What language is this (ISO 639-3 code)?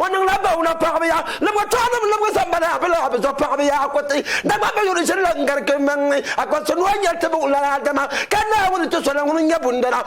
dag